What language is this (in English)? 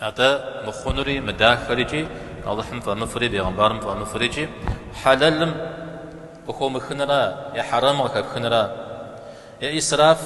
Kabardian